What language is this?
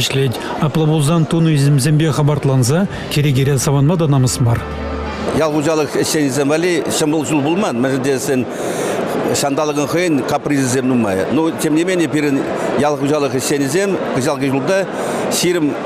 Chuvash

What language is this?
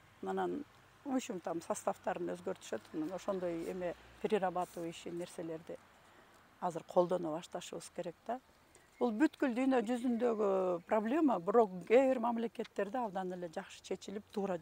Kyrgyz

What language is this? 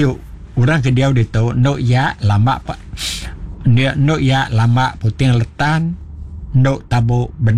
Iban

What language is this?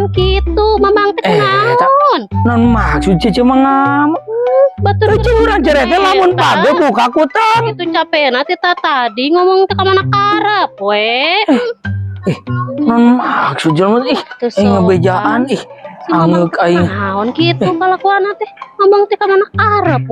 Sundanese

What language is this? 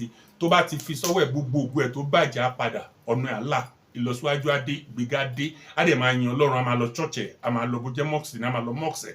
Yoruba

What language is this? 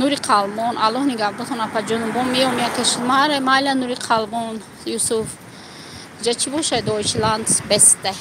Tajik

